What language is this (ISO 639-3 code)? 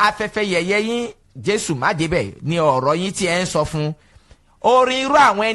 yor